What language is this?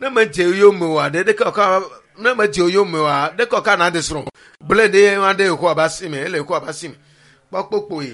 Ewe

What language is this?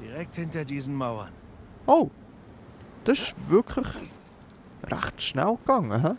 Swiss German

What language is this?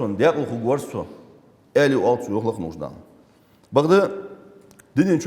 Ingush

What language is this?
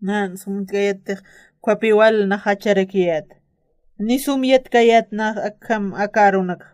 Aymara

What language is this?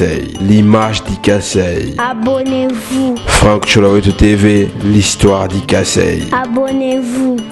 Luba-Lulua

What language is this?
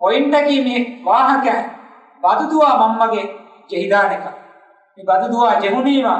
Divehi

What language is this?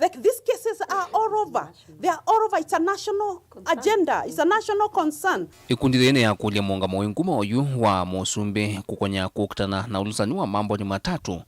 Kamba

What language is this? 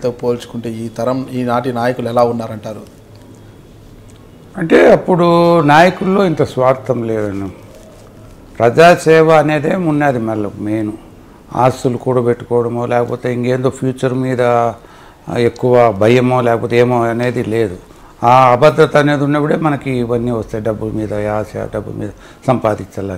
Telugu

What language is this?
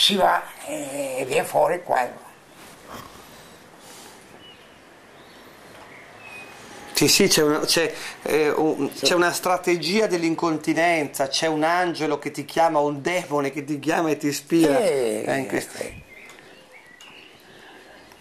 Italian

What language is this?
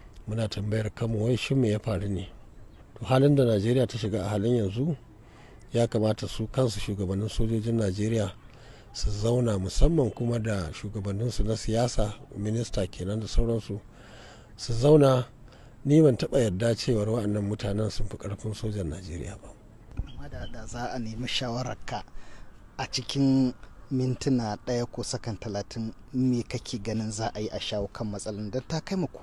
Hausa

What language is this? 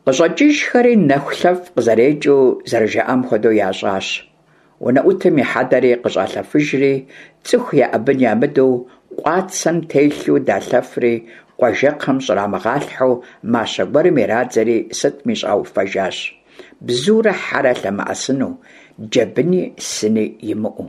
Kabardian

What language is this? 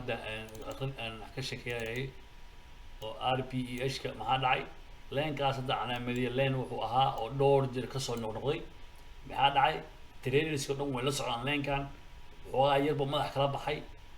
Somali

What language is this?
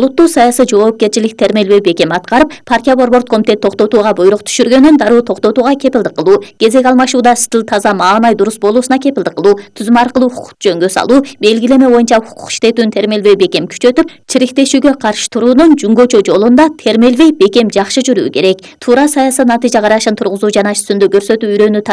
Kyrgyz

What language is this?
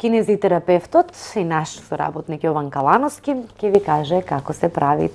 Macedonian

